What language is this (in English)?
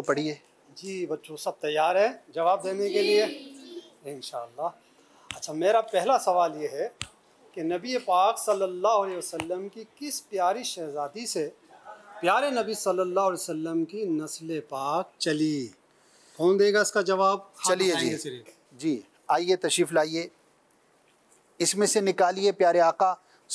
Urdu